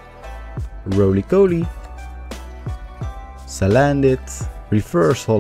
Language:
Dutch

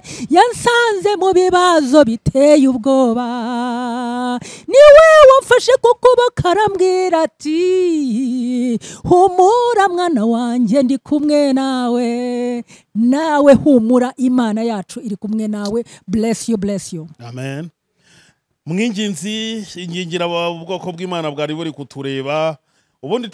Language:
Kinyarwanda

